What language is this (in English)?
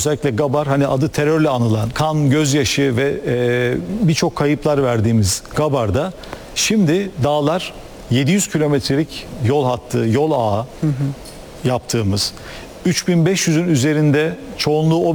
Turkish